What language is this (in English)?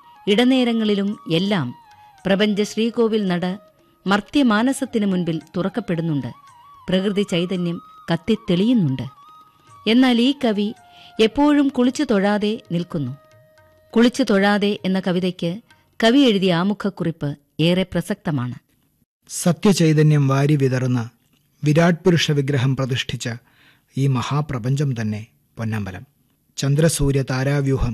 Malayalam